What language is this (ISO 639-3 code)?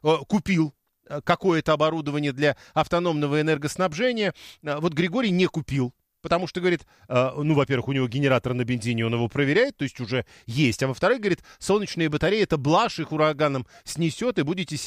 rus